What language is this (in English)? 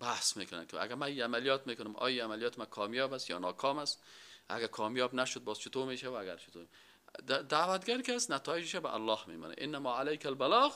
Persian